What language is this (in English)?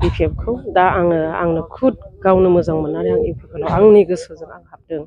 Bodo